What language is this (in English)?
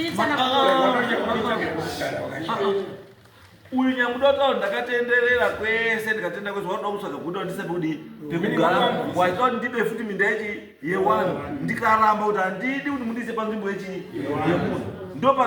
Shona